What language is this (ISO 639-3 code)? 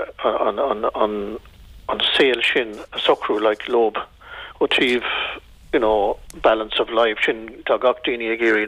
gle